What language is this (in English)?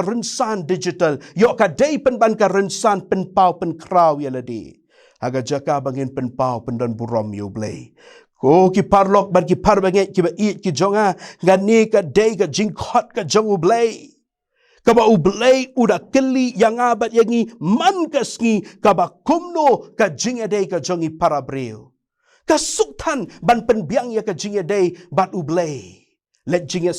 Khasi